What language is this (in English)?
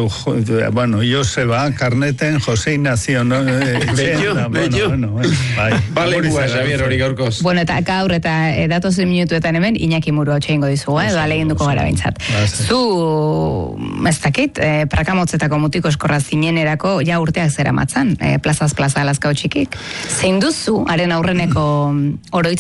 Basque